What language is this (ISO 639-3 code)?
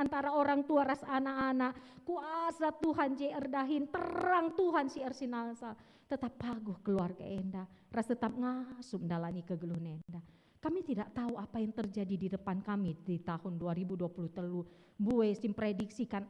btx